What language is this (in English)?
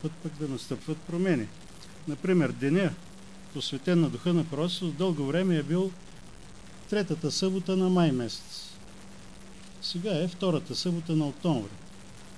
Bulgarian